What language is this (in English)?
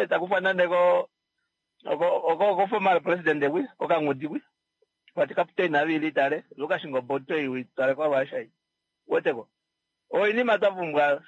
Kuanyama